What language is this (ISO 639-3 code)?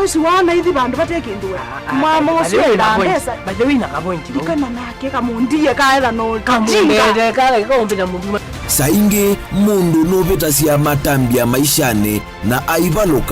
kam